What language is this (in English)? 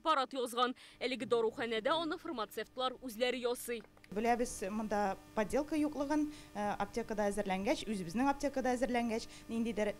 Tatar